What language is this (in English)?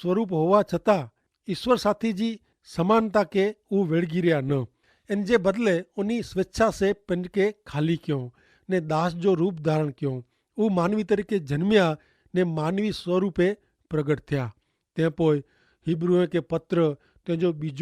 Kachhi